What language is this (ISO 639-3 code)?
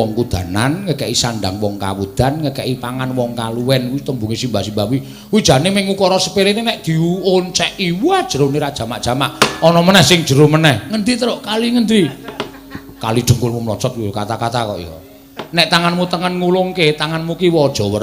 jav